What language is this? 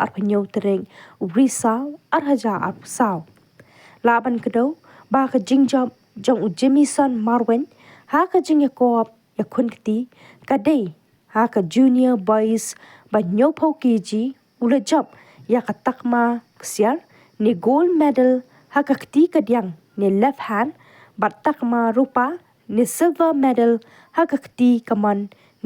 Khasi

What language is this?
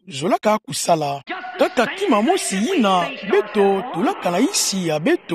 Kituba (Democratic Republic of Congo)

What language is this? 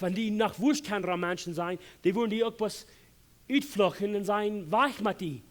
Plautdietsch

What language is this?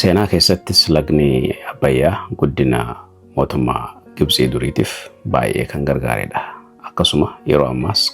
Oromo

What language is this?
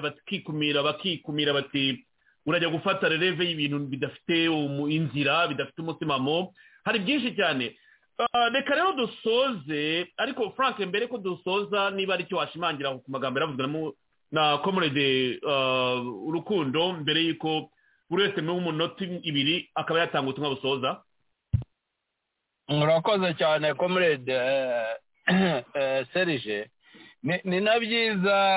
Kinyarwanda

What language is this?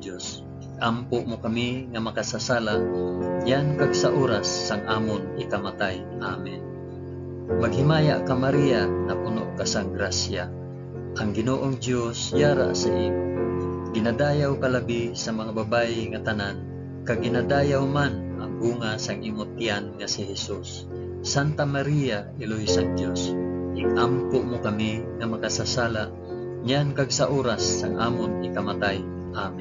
Hiligaynon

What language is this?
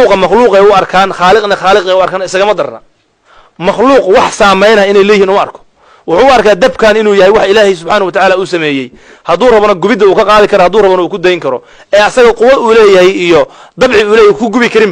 Somali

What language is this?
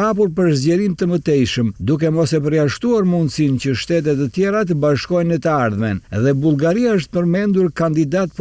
Albanian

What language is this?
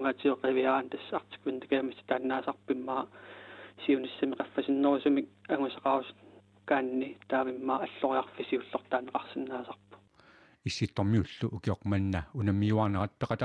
Kalaallisut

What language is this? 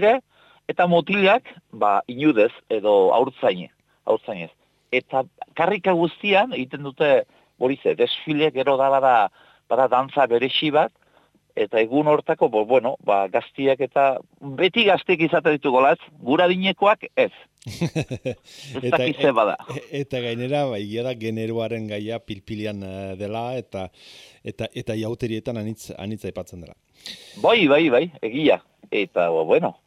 Basque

